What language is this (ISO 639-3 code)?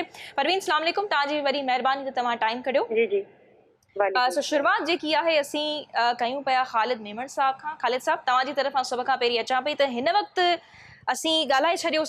snd